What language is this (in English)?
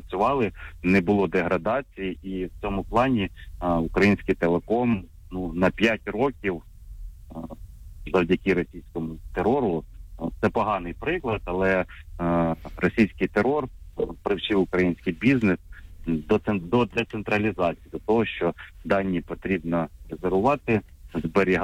Ukrainian